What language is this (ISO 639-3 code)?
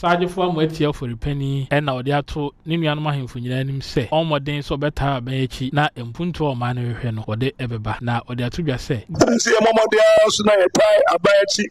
aka